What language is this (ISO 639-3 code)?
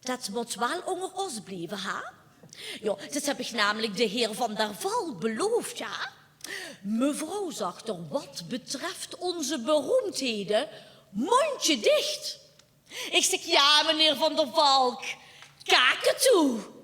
lim